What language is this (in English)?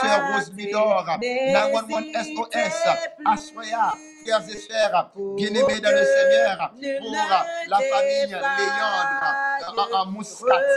French